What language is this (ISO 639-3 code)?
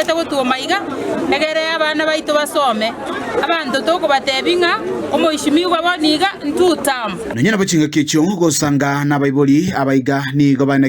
guz